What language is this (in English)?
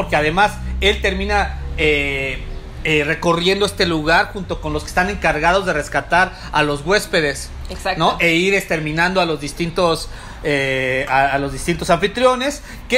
Spanish